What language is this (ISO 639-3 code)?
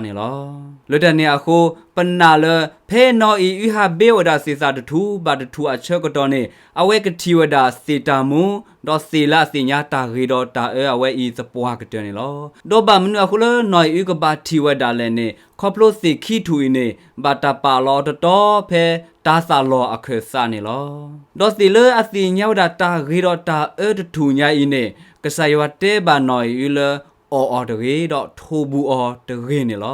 ksw